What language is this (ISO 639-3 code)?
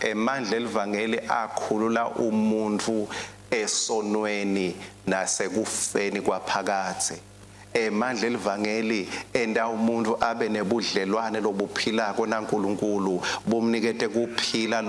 ssw